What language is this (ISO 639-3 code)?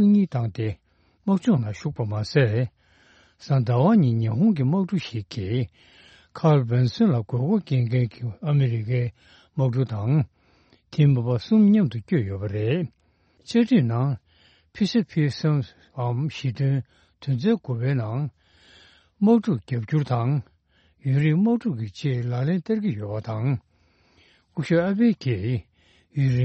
bod